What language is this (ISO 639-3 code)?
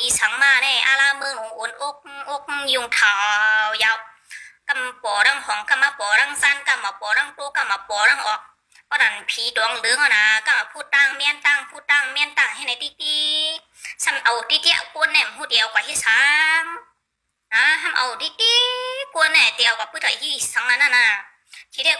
shn